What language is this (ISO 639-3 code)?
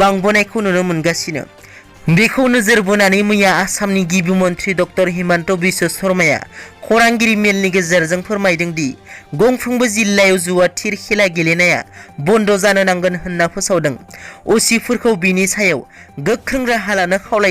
brx